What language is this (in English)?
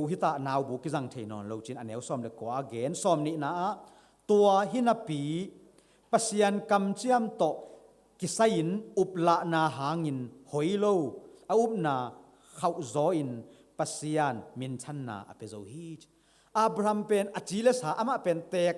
Tedim Chin